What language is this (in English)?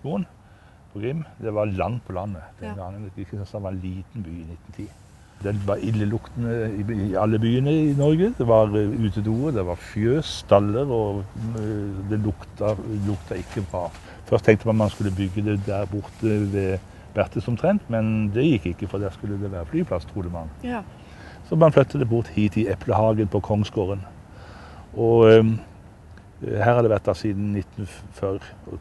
Norwegian